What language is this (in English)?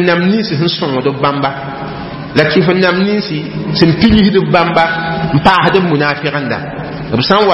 Mossi